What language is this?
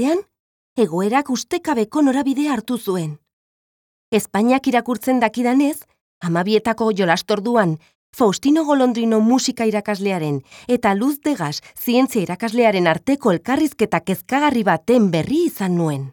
Basque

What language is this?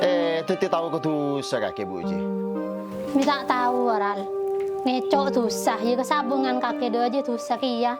Madurese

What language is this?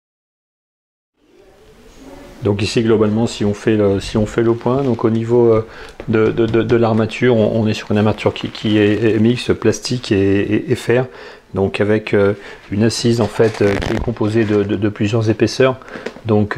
French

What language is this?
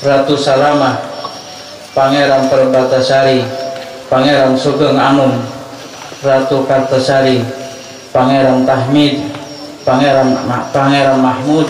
Banjar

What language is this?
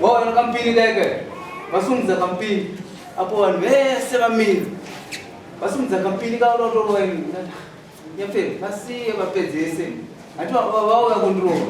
Shona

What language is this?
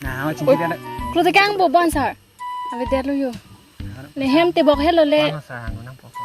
Karbi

